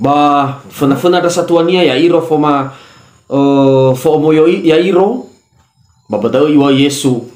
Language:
Nias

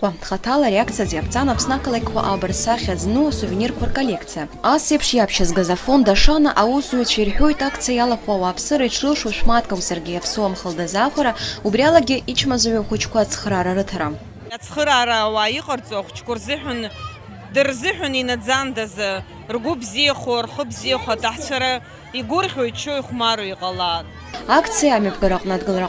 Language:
Abkhazian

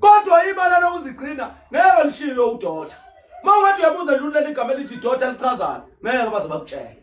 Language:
Zulu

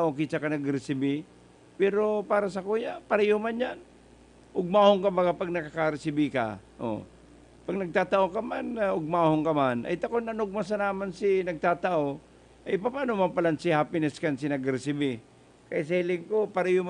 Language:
Bikol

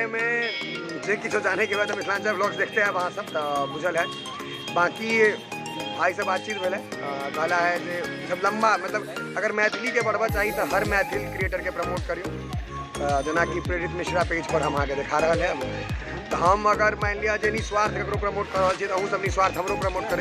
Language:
Maithili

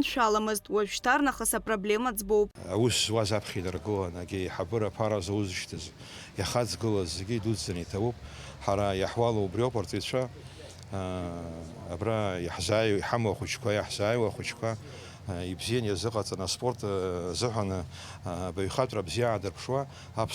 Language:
Abkhazian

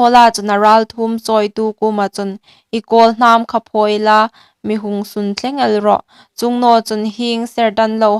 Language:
Hmar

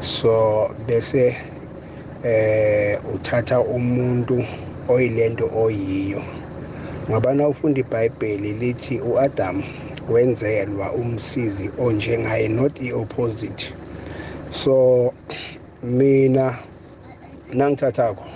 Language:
South Ndebele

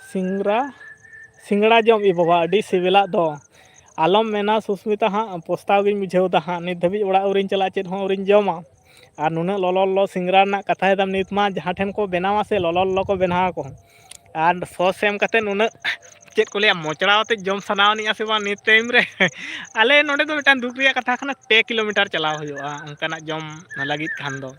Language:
Santali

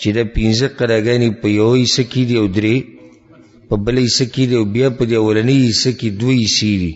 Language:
Pashto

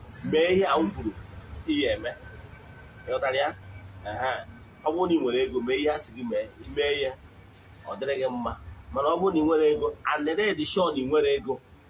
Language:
Igbo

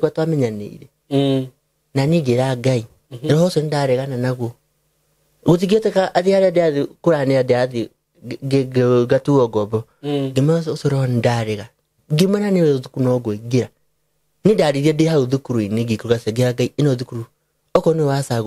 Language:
Kikuyu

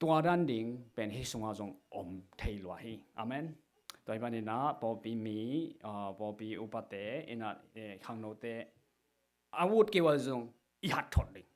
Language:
Tedim Chin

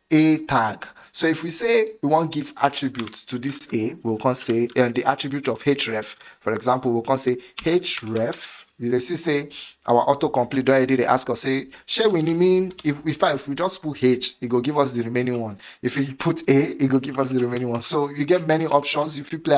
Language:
Nigerian Pidgin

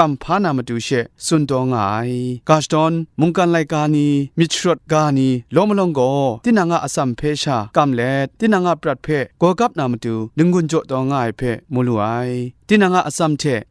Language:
Kachin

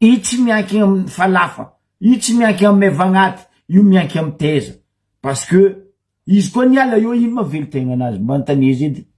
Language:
Malagasy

